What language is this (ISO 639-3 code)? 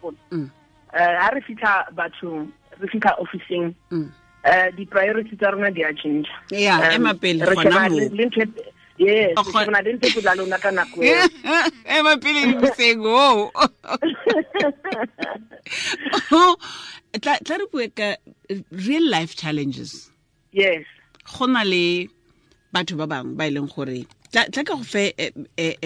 tsn